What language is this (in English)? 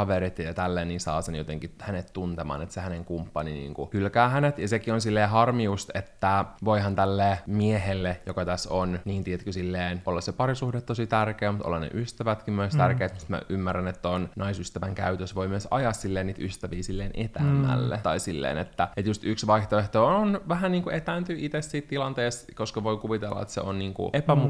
Finnish